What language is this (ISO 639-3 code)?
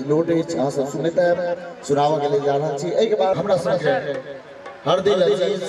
mai